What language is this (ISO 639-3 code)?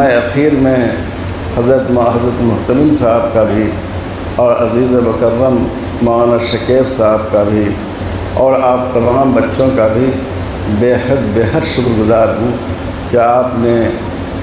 urd